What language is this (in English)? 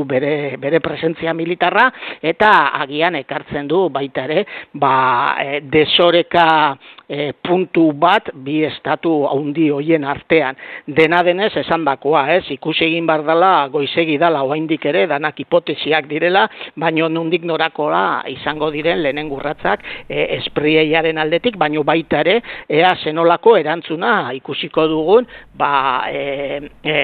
Basque